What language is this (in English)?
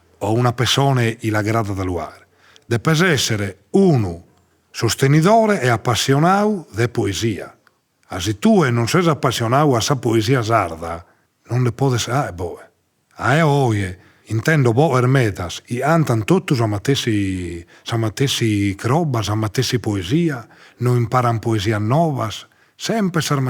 Sardinian